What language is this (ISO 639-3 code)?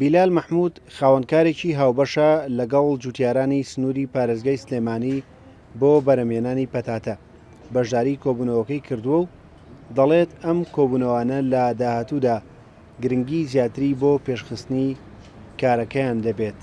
ckb